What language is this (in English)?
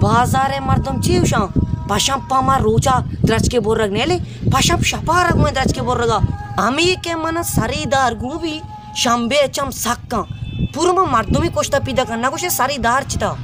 Baluchi